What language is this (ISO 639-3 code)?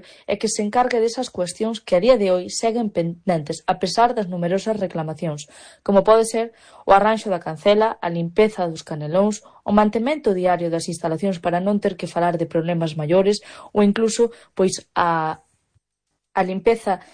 glg